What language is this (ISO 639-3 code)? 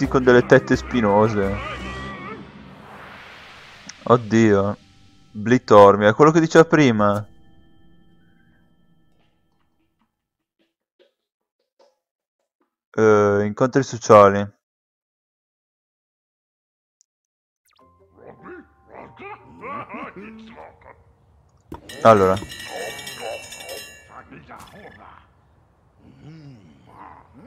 ita